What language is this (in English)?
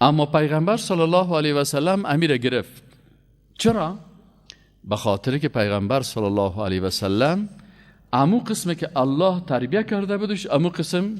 Persian